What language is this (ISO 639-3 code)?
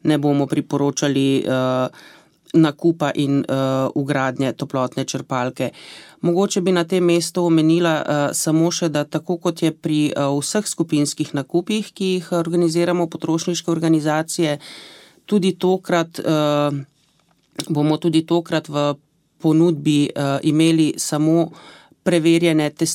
slv